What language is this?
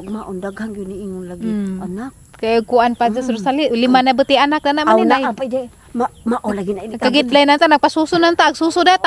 Cebuano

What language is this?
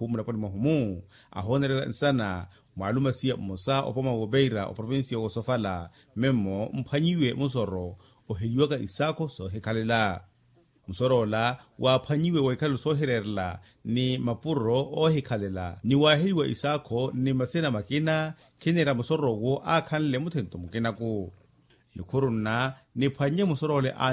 Makhuwa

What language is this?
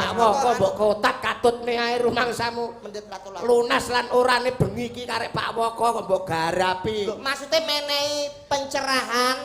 Javanese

